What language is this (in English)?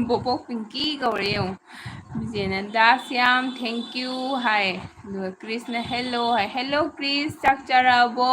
Manipuri